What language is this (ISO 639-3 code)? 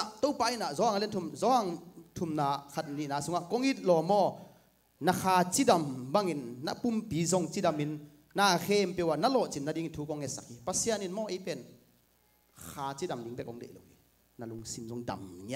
ctd